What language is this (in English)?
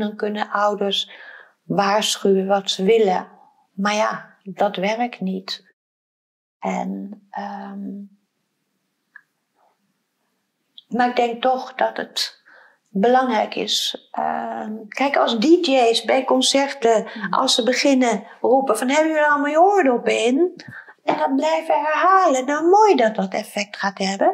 Dutch